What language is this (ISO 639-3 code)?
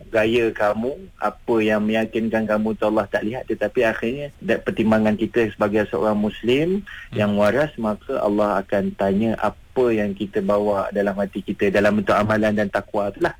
msa